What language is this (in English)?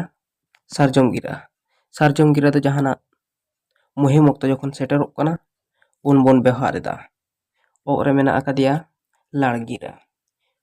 Santali